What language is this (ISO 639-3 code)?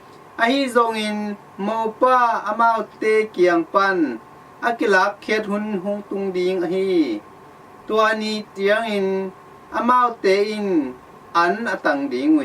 ctd